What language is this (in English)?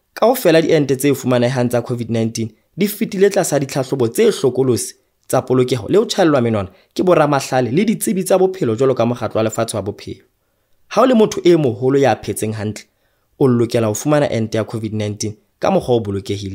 Southern Sotho